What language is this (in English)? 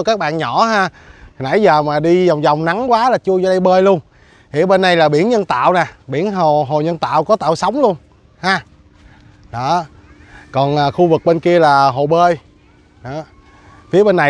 Vietnamese